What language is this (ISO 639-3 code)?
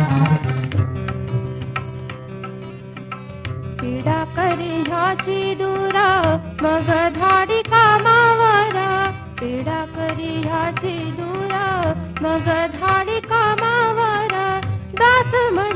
mar